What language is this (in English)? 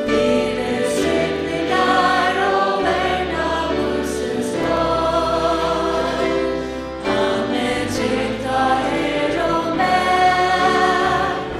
Faroese